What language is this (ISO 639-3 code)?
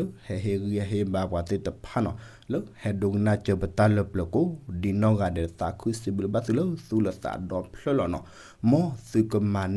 ksw